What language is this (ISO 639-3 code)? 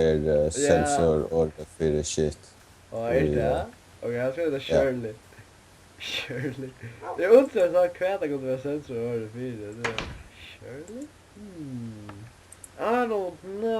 fao